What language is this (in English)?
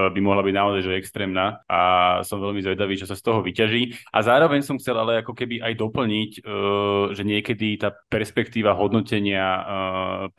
Slovak